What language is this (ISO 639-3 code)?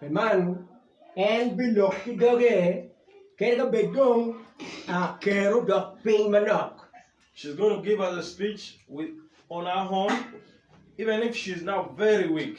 ach